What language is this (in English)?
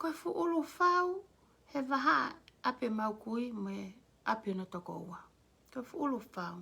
Tongan